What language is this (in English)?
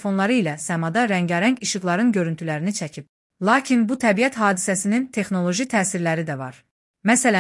Azerbaijani